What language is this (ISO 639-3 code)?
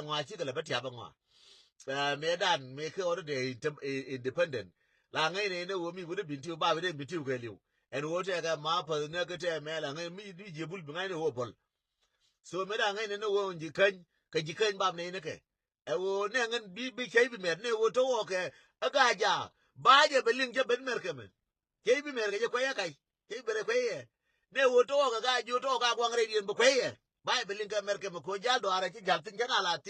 nus